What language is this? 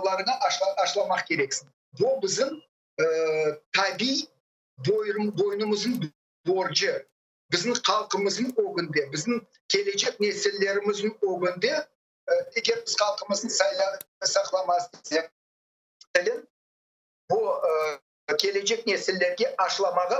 Crimean Tatar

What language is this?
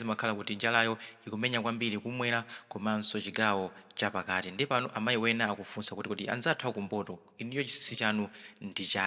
Nyanja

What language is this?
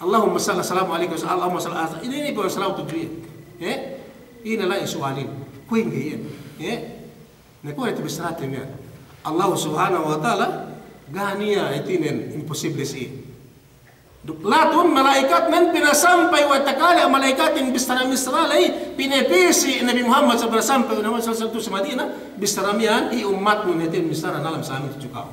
Yakan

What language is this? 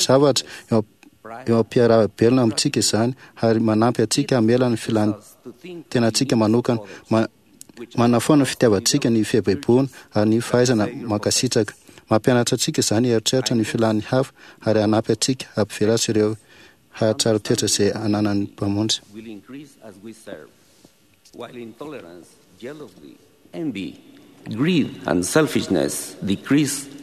Malagasy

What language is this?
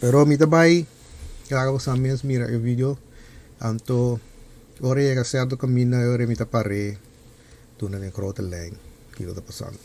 Papiamento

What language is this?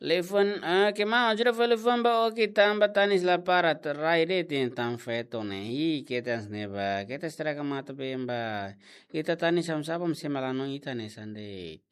Tetum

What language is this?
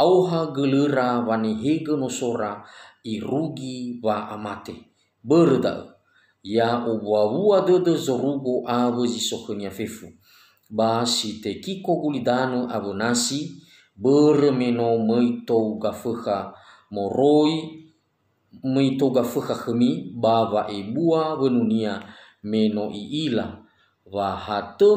Nias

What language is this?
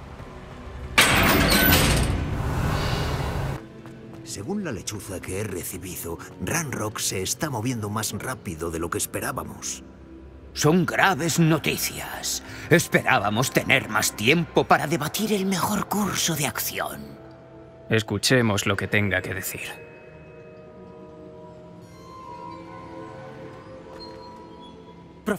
Spanish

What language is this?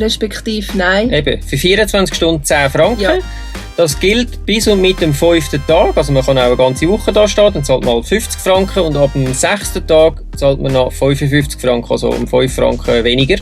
Swiss German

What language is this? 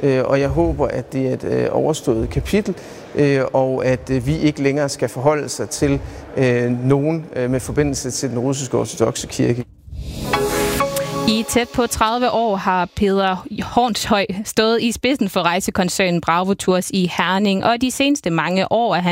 Danish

